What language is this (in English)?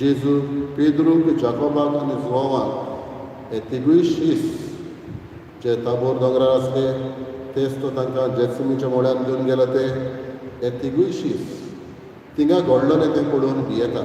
Konkani